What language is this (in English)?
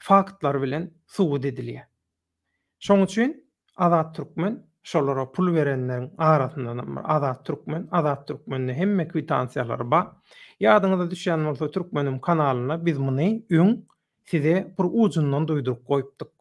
Turkmen